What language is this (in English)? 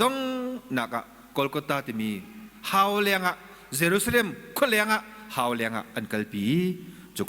Hakha Chin